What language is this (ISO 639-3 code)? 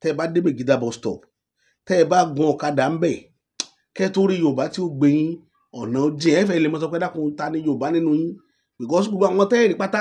yor